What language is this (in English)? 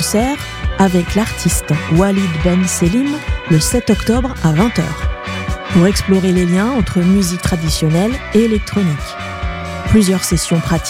French